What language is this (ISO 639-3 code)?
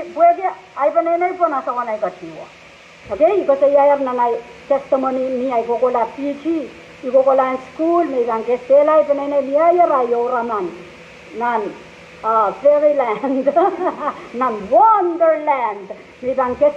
pon